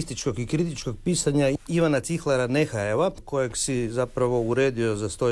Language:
Croatian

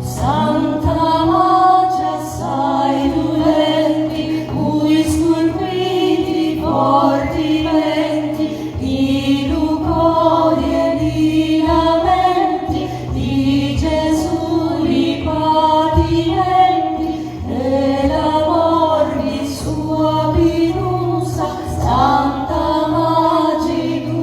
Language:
Sicilian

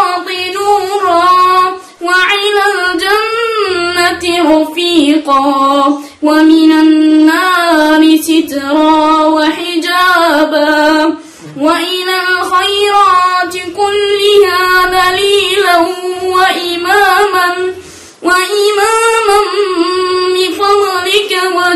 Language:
Arabic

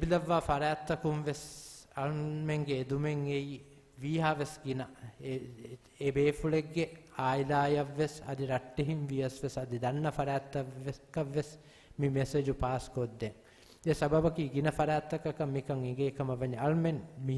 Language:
Divehi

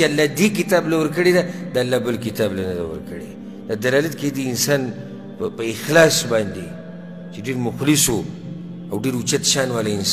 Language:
Pashto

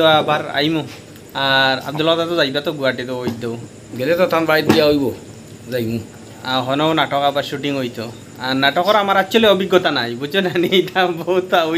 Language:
Sylheti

